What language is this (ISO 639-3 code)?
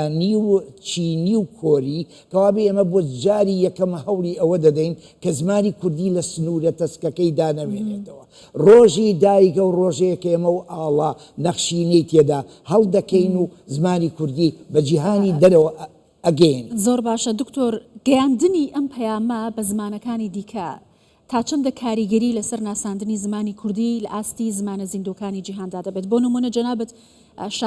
ckb